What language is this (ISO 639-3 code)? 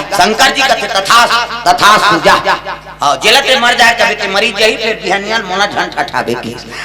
hne